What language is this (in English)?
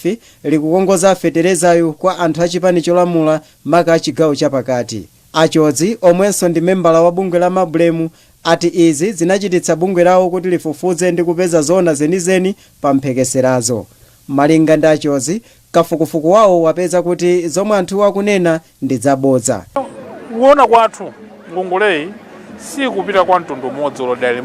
Nyanja